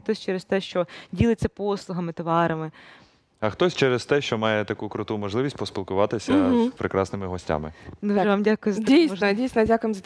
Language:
Ukrainian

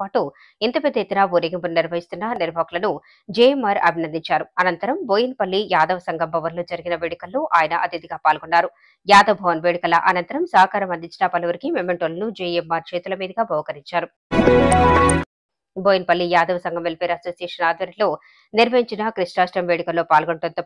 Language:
Telugu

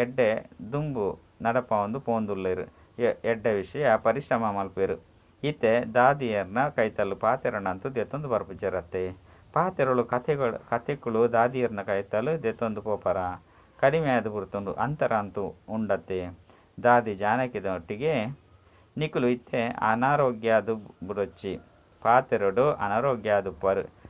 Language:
Tulu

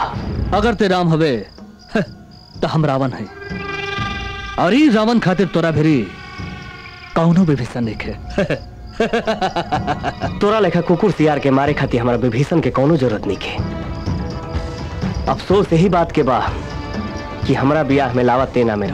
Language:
Bhojpuri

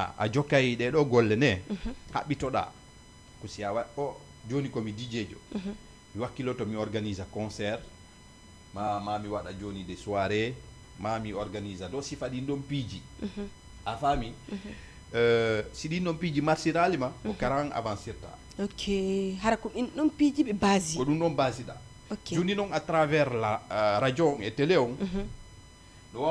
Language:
Fula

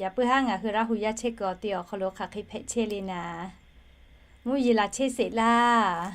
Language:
Lahu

